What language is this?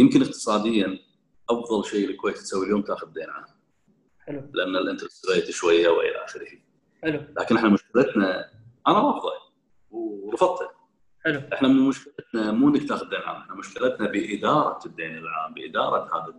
Gulf Arabic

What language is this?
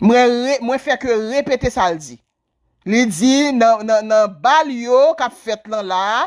Haitian Creole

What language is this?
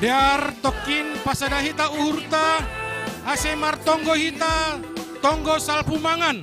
Batak Simalungun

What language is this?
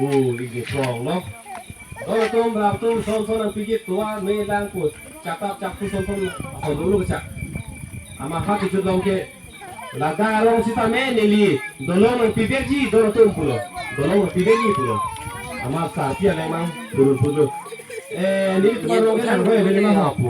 Karbi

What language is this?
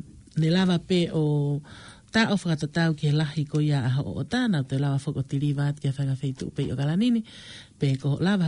Tongan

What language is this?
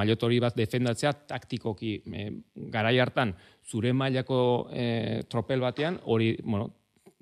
Basque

